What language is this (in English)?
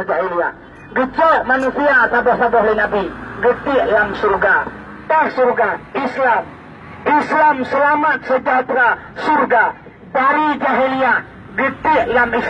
Achinese